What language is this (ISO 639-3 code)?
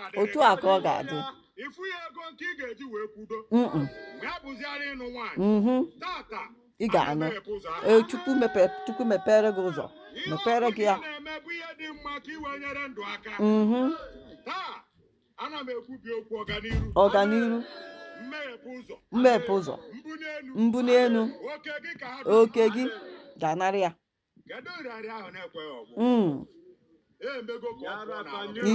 ibo